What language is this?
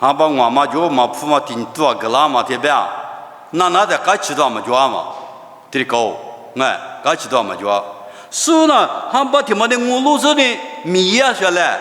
Lisu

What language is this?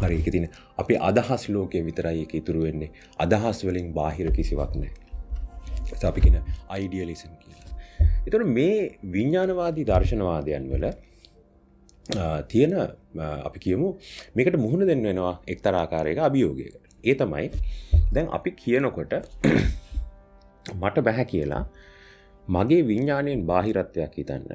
Sinhala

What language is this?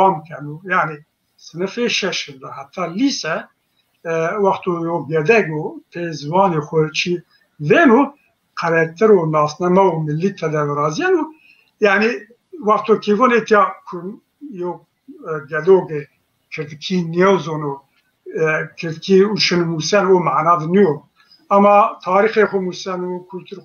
Zaza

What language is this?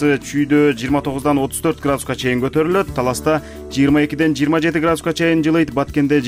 Kyrgyz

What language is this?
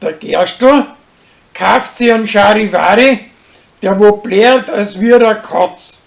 Bavarian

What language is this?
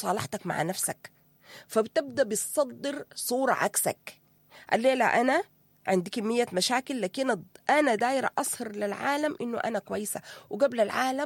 Sudanese Arabic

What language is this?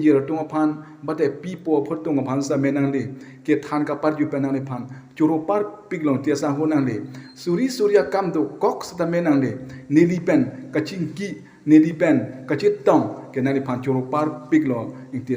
Karbi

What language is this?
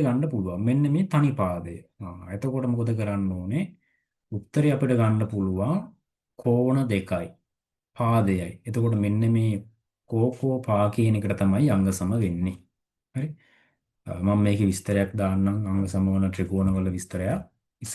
Sinhala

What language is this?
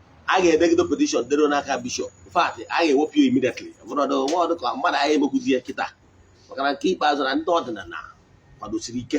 Igbo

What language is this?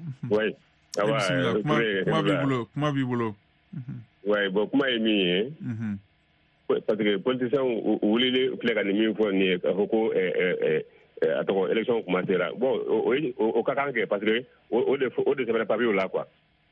Bambara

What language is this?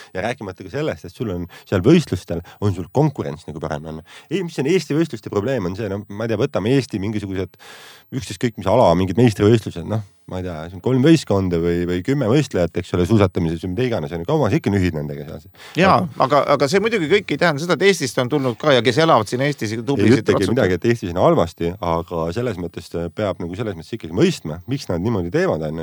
Estonian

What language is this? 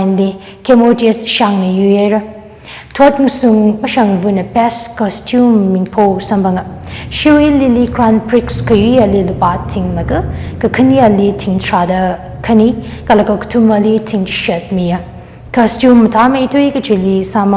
Tangkhul Naga (India)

